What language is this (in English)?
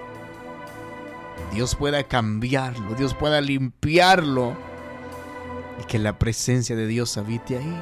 Spanish